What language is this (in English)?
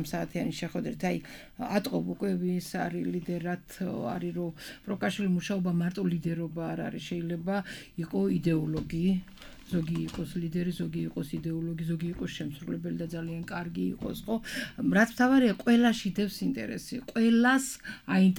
Georgian